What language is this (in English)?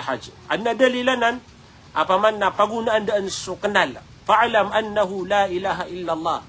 Maranao